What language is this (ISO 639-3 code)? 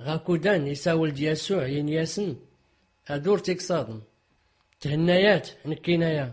shi